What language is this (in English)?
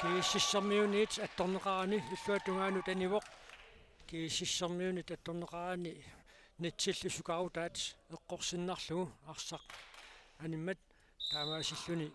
Kalaallisut